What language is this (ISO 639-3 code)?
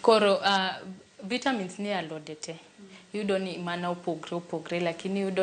luo